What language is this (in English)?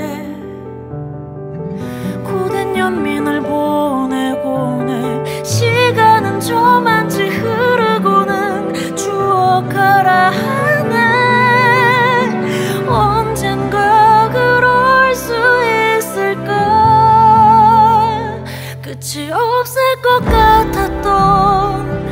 Korean